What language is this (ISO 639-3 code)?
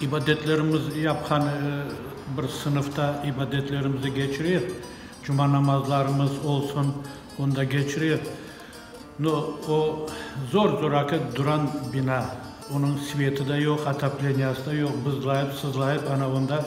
crh